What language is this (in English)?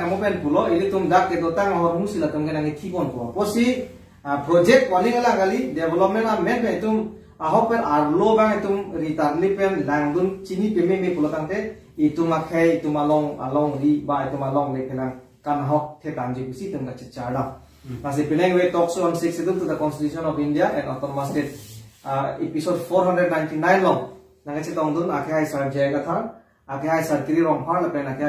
Karbi